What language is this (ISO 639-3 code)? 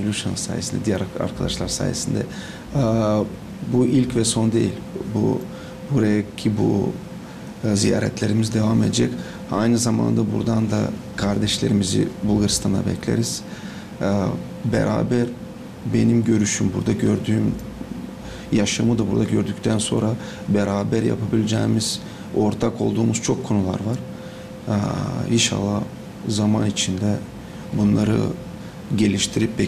gag